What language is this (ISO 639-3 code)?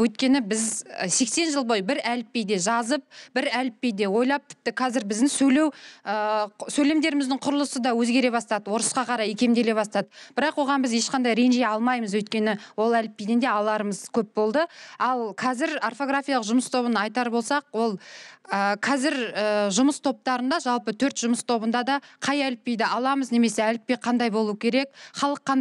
kaz